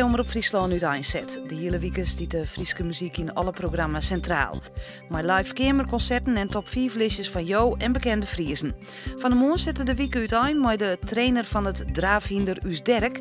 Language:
Western Frisian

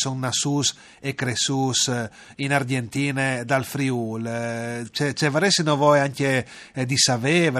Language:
Friulian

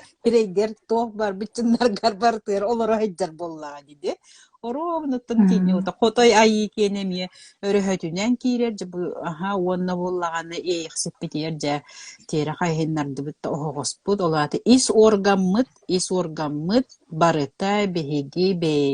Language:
Yakut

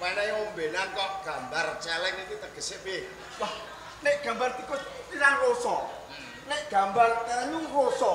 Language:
Javanese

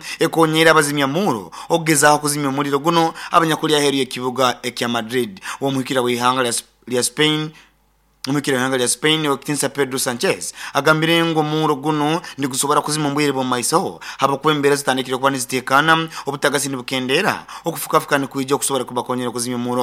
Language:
Nyoro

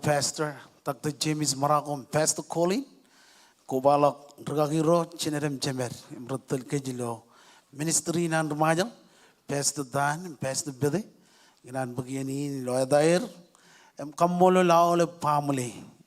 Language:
Marshallese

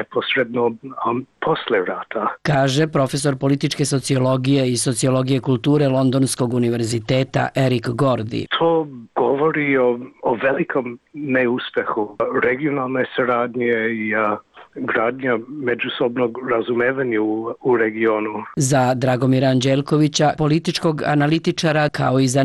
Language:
Serbian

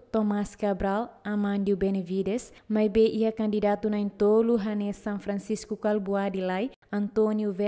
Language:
Tetum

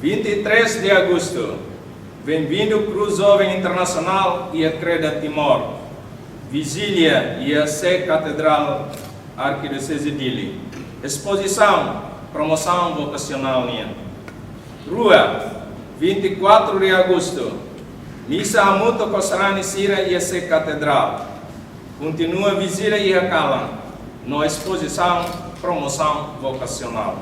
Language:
Tetum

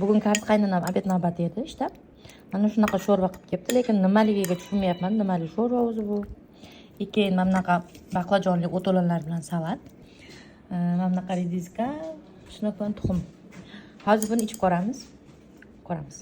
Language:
Uzbek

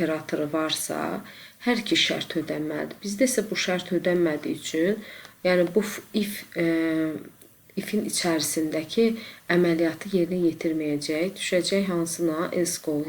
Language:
Azerbaijani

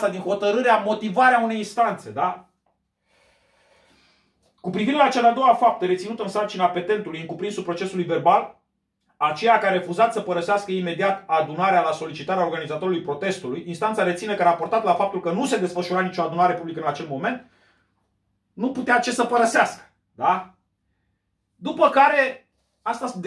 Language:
Romanian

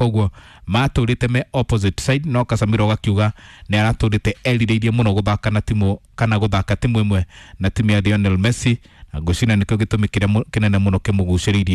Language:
Kikuyu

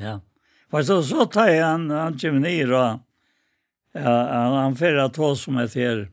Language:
Faroese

